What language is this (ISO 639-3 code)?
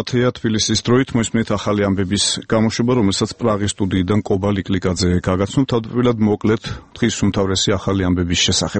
kat